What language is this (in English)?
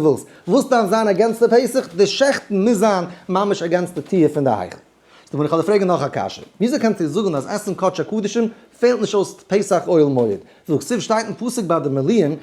Yiddish